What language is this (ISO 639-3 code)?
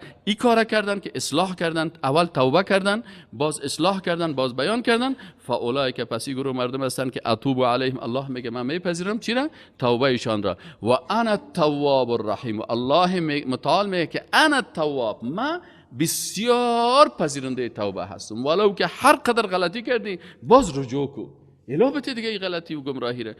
fas